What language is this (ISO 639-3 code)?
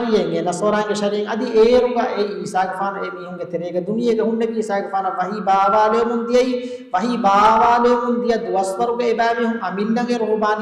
div